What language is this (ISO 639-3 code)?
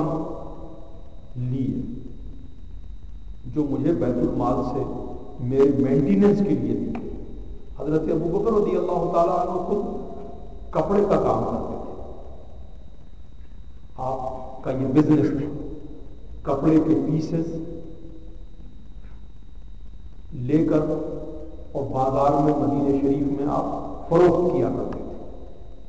urd